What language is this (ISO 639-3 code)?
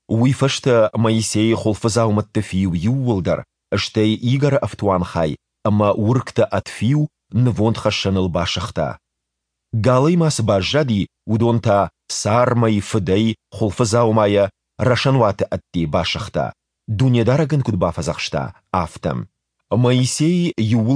oss